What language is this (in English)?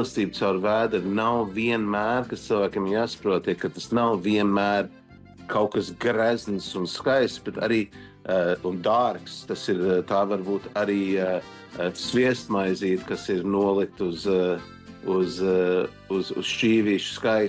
Latvian